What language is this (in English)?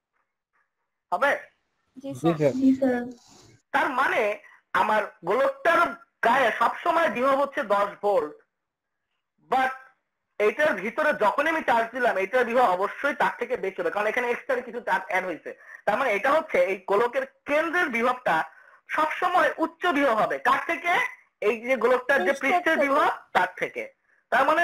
Bangla